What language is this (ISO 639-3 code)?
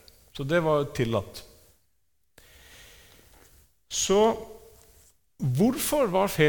nor